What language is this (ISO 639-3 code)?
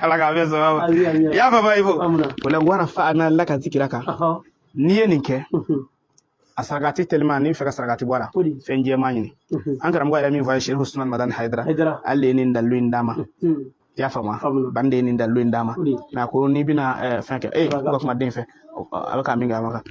bam